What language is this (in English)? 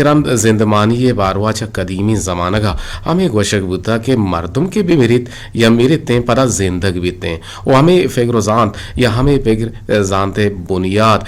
Eastern Balochi